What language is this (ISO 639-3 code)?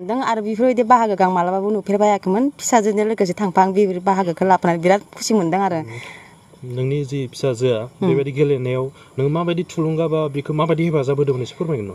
brx